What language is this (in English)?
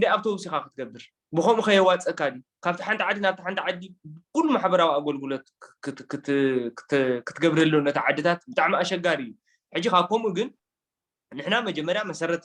Tigrinya